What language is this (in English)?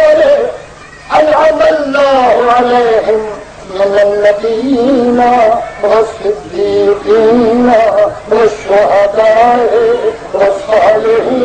Saraiki